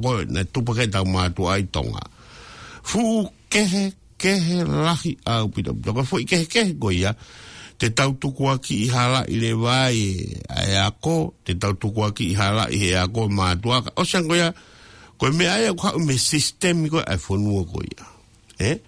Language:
Tongan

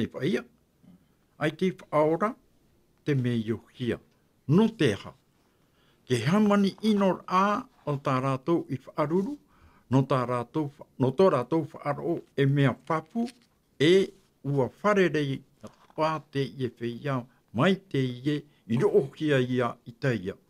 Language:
Tahitian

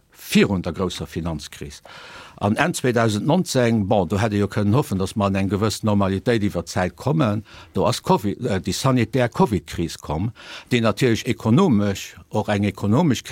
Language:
Luxembourgish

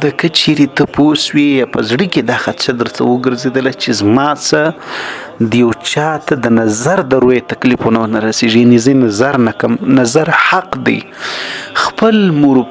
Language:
Pashto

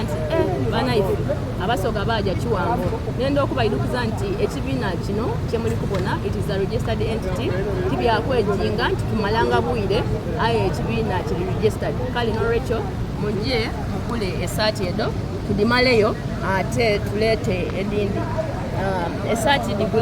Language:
Soga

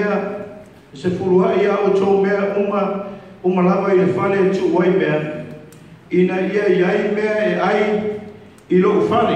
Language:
Samoan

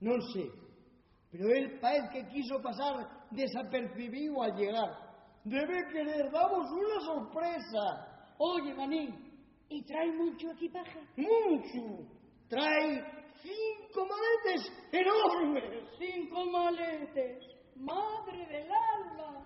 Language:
Asturian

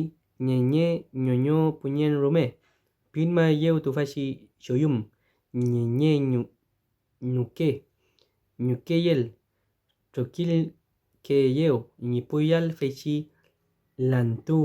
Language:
Mapuche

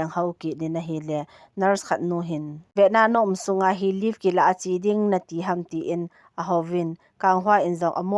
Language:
Thado Chin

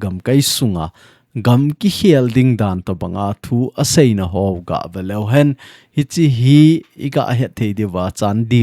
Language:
Thado Chin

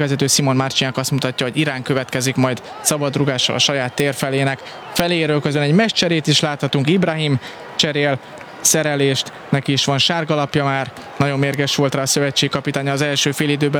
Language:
Hungarian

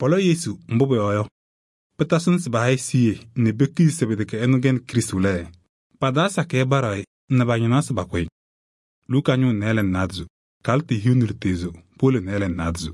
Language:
Kabiyè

